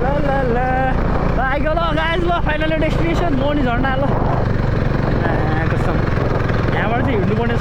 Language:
Nepali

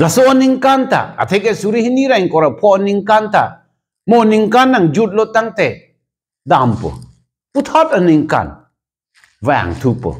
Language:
Karbi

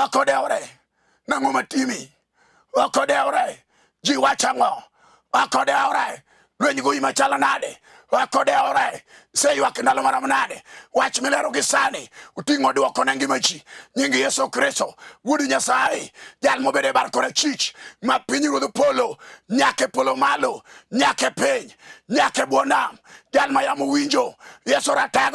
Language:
Luo (Kenya and Tanzania)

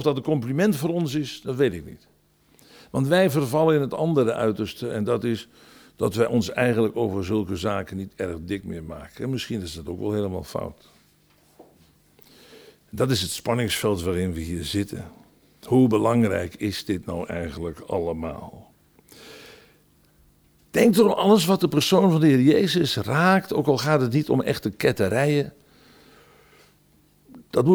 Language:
Dutch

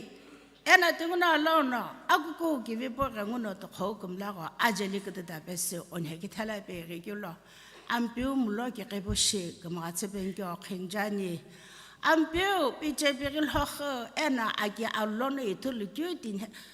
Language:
Sumi Naga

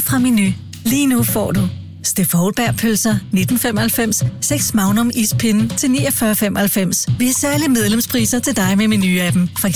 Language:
Danish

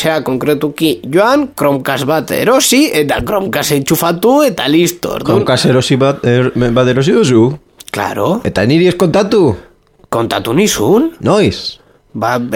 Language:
Basque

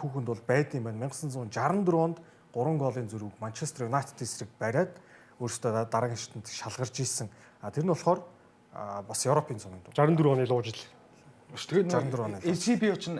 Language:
Mongolian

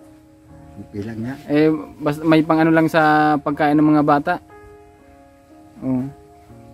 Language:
Filipino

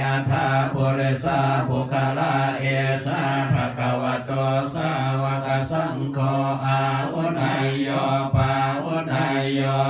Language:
Pali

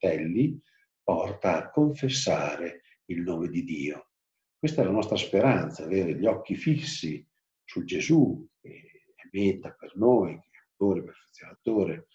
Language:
Italian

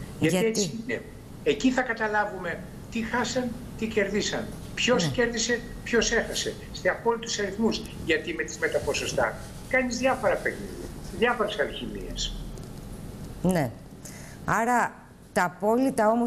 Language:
Greek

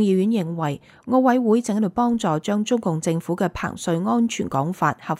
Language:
Cantonese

